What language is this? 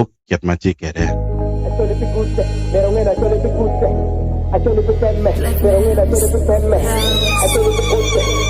Acoli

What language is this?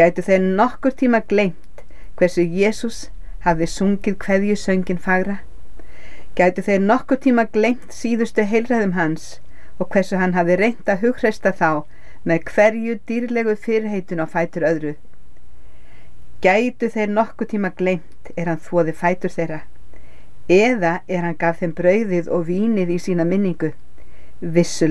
Icelandic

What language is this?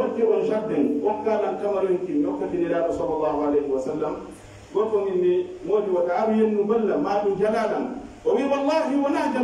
Pular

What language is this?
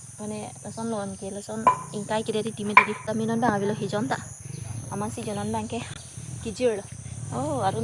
Karbi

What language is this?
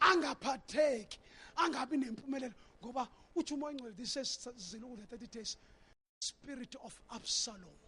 Zulu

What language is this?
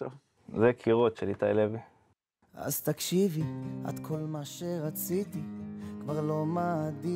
Hebrew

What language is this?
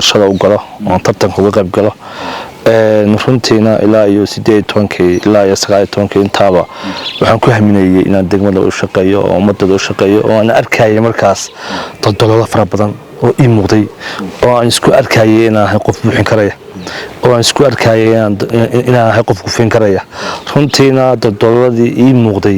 Somali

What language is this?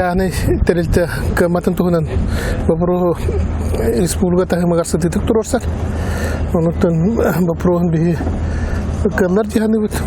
Yakut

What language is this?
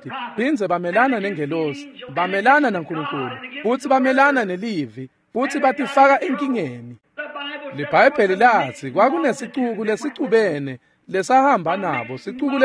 Swati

